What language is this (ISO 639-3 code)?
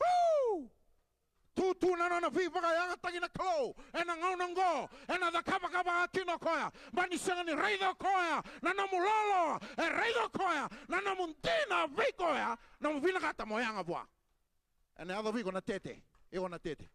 fij